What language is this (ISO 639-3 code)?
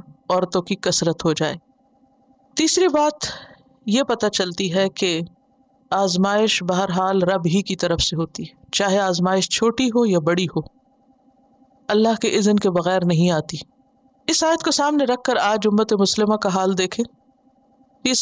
urd